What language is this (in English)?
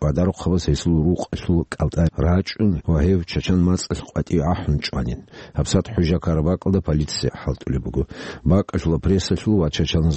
Avaric